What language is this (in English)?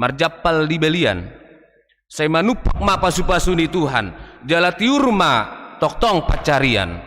Batak Toba